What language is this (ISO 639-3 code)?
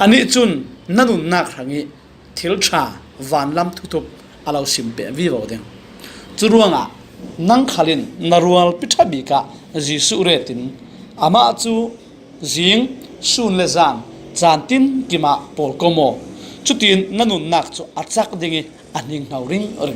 cfm